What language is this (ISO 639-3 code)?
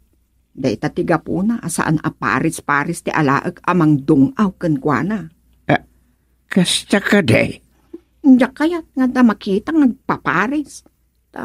ilo